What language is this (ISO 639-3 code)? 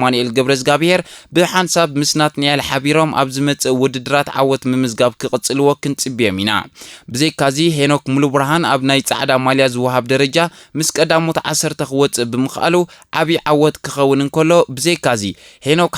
tir